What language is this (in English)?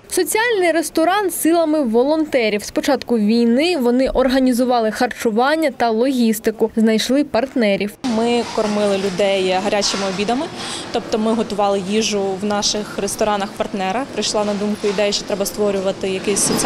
Ukrainian